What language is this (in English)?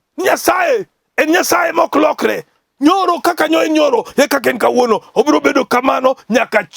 Luo (Kenya and Tanzania)